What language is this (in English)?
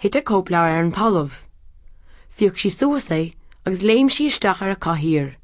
Irish